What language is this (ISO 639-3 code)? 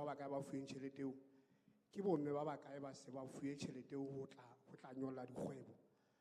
sot